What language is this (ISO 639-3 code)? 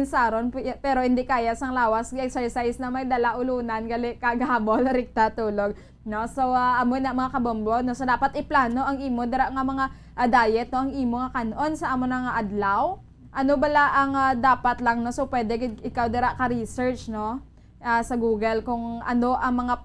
hil